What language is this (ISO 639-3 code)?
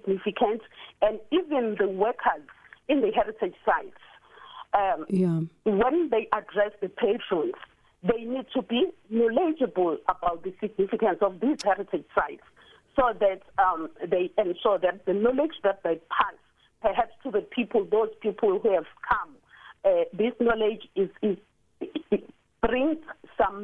eng